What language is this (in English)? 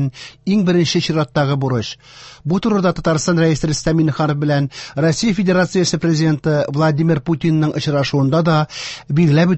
Tatar